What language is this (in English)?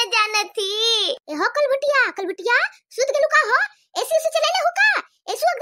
Bhojpuri